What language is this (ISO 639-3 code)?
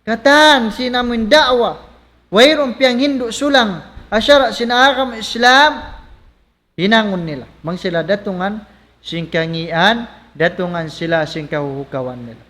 tsg